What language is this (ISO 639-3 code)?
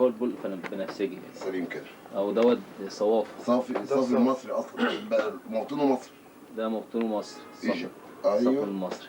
arz